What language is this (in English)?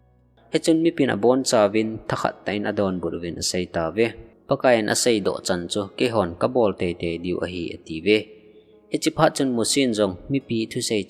Thado Chin